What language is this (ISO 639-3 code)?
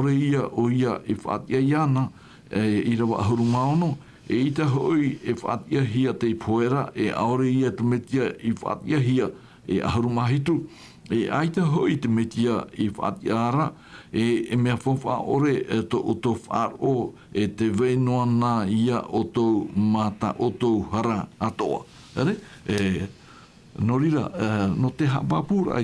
tah